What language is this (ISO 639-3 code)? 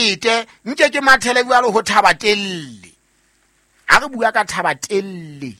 sot